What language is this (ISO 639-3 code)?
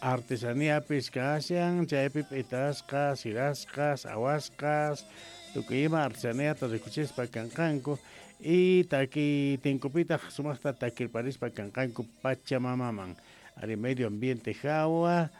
quh